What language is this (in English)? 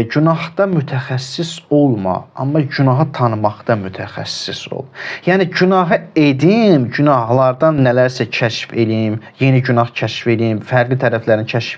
Azerbaijani